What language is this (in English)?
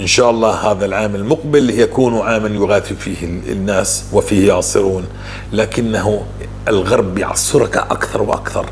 North Levantine Arabic